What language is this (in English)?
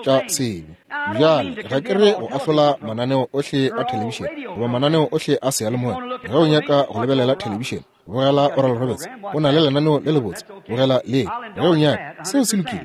Northern Sotho